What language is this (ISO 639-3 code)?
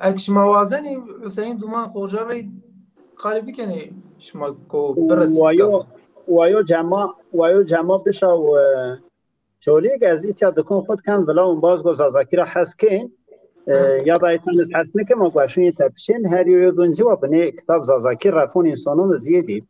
zza